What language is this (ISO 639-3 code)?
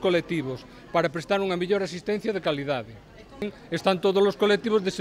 glg